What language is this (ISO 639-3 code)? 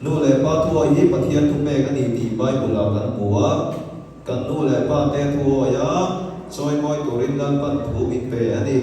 lus